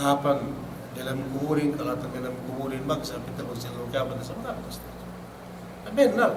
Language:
Yakan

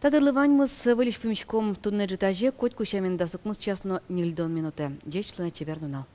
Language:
Udmurt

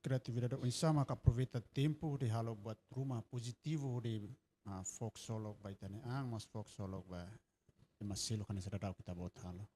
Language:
Tetum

